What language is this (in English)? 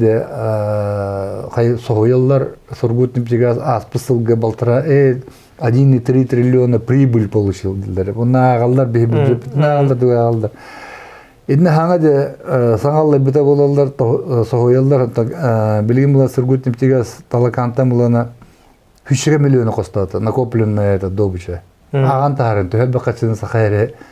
Yakut